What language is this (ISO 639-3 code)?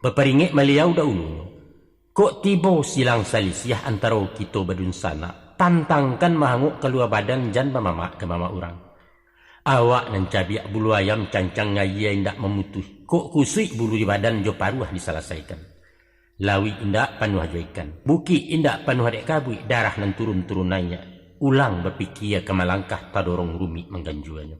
min